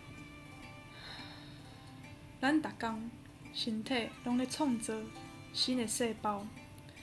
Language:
Min Nan Chinese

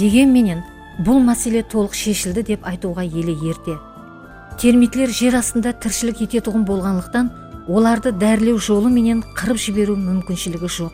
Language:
Kara-Kalpak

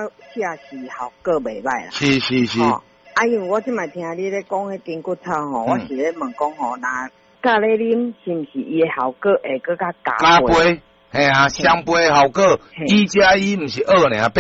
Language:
Min Nan Chinese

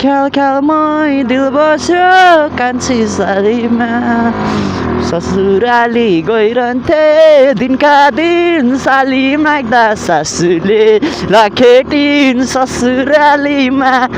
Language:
Nepali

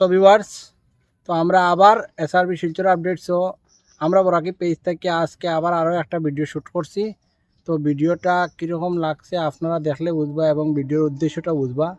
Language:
Sylheti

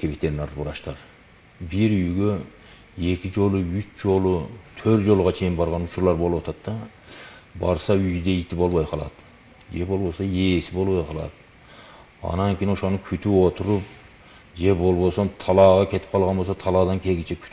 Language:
Kyrgyz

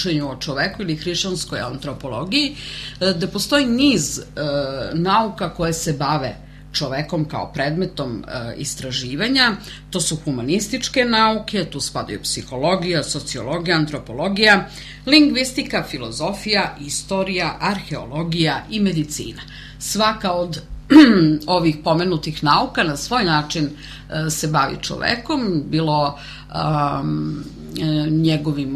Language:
Serbian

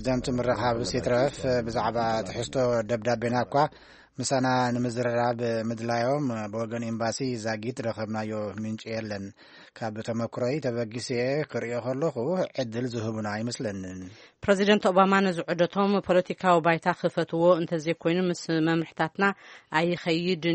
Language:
Tigrinya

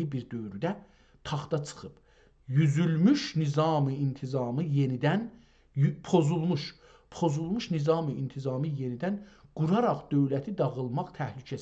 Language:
South Azerbaijani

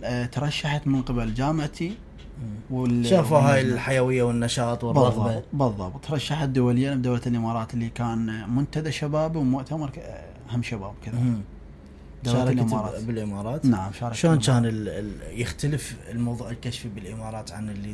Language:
Mesopotamian Arabic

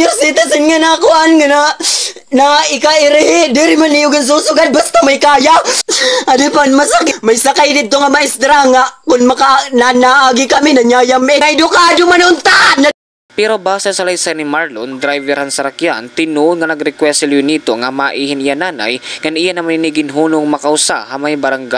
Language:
Waray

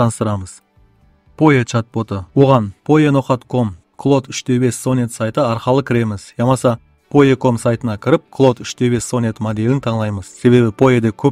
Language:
Kara-Kalpak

